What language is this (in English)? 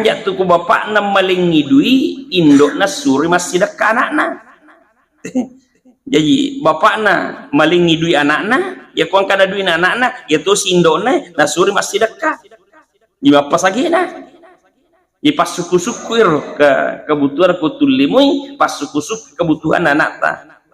Buginese